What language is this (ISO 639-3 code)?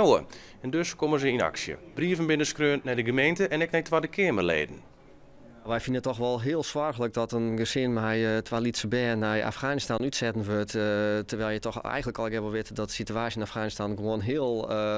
fry